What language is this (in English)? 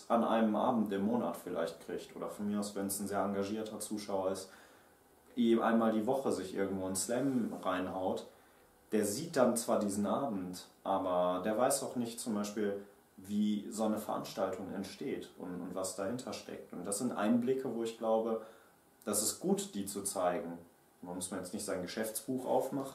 German